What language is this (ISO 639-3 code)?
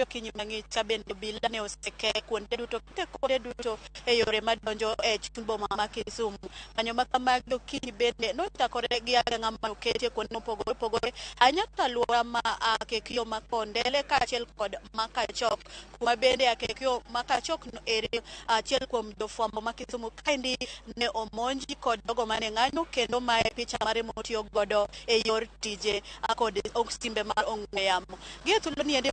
luo